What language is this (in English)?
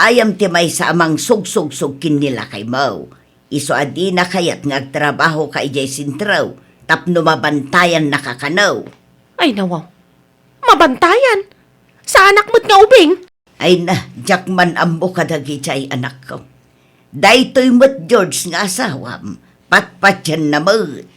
Iloko